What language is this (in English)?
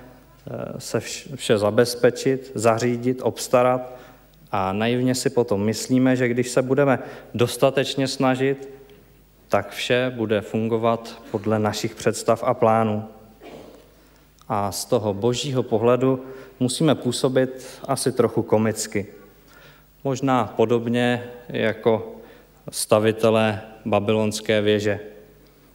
Czech